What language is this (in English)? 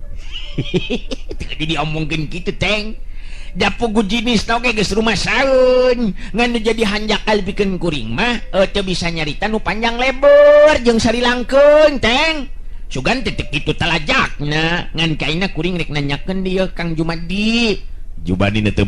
Sundanese